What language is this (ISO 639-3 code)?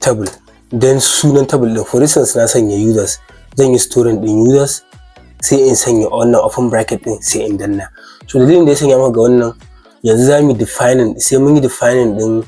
hau